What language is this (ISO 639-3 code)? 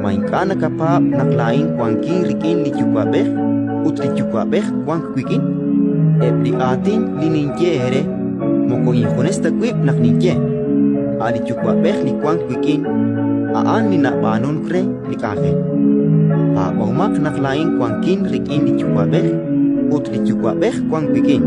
kek